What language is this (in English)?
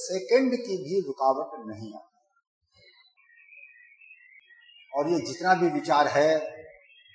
Hindi